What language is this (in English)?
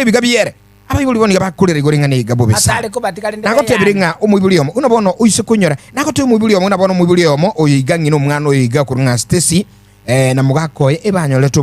Gusii